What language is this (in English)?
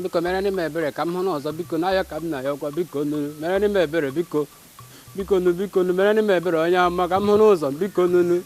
Igbo